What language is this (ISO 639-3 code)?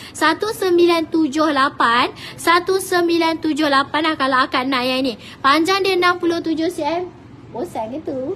msa